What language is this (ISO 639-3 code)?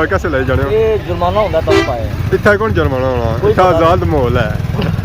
phr